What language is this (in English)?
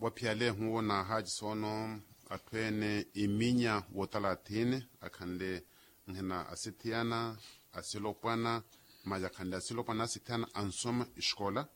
Makhuwa